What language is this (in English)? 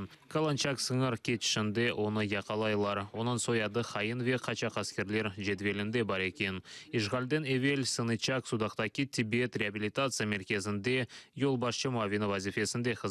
Crimean Tatar